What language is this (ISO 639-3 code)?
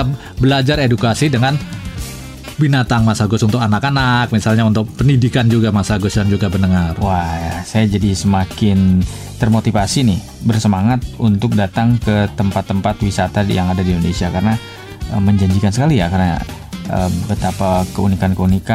ind